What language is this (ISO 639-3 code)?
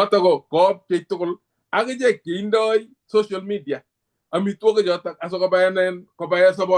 kln